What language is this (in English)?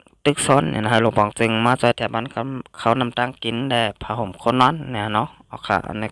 Shan